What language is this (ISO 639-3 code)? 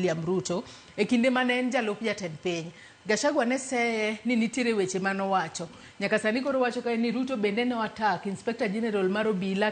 luo